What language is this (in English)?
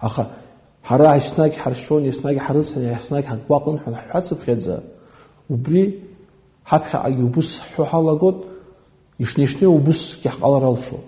Abkhazian